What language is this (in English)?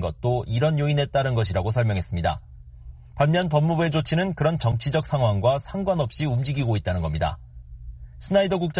Korean